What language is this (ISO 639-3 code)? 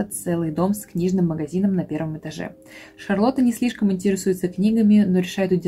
rus